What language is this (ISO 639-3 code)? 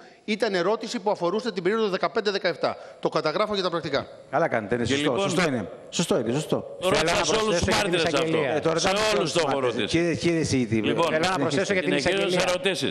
ell